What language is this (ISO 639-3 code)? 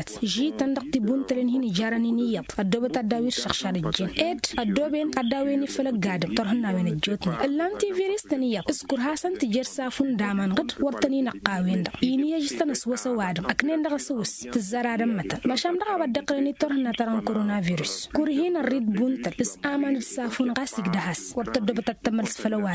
taq